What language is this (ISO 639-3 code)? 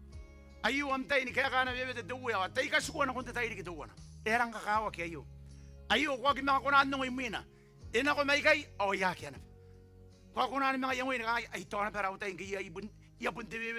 gil